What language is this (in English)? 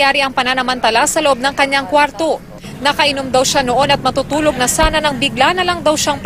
Filipino